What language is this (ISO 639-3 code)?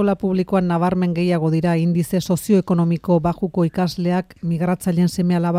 eus